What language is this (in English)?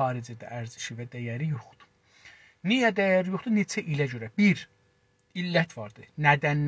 South Azerbaijani